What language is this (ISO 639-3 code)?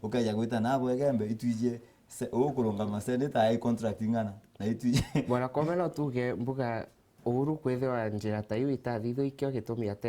mer